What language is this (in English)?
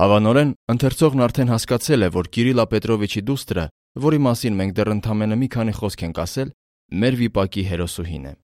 Armenian